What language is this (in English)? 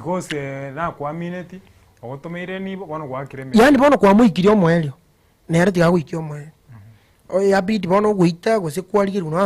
Gusii